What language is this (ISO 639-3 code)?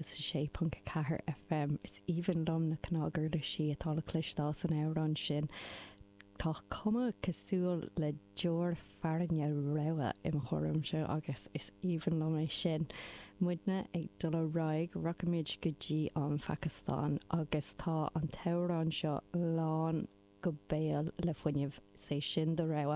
gle